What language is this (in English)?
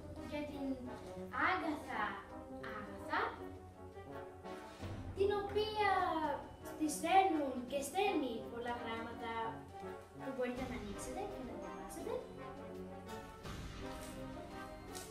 Greek